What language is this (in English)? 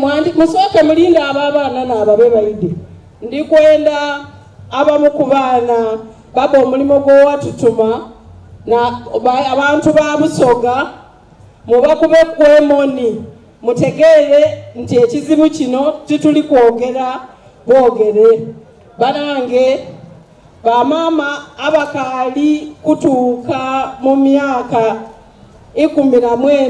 Soga